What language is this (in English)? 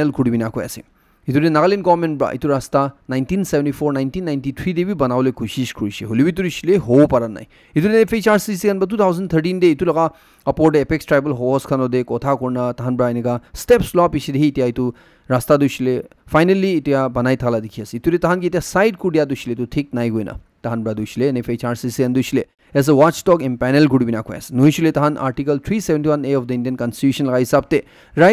Naga Pidgin